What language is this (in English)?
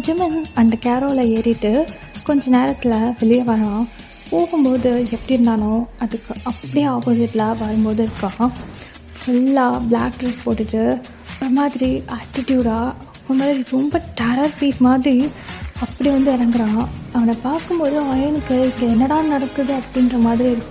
Tamil